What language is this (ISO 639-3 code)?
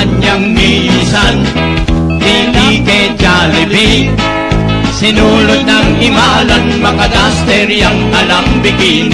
pam